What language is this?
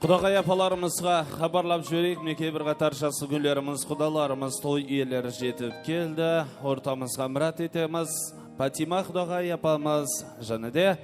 Kara-Kalpak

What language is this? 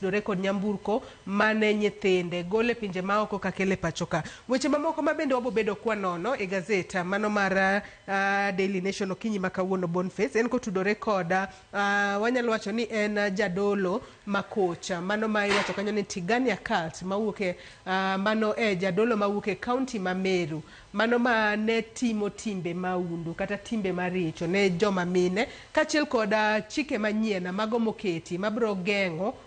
Luo (Kenya and Tanzania)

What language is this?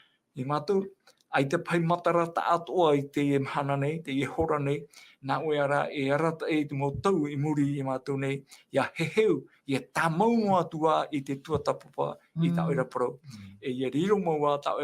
Tahitian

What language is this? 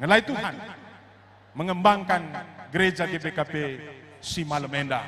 Batak Karo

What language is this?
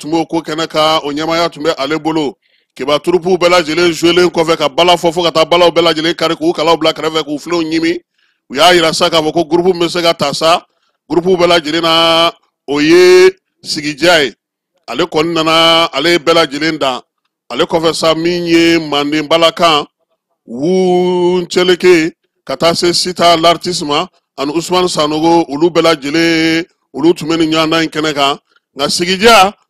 Bambara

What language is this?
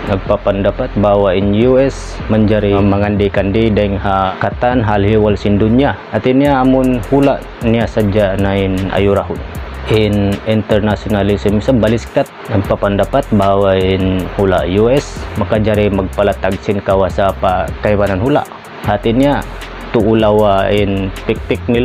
Tausug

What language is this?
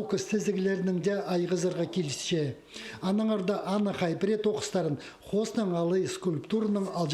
Khakas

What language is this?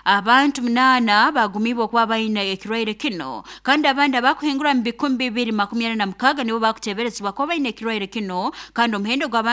Nyoro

